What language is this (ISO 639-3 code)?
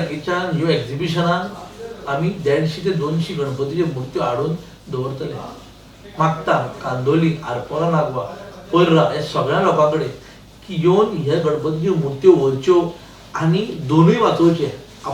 kok